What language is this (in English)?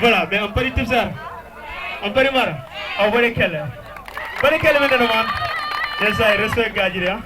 Fula